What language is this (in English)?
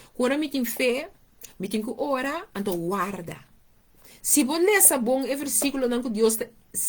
Papiamento